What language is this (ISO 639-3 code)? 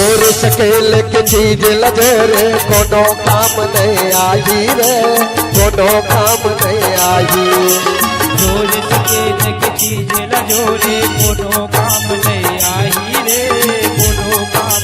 hne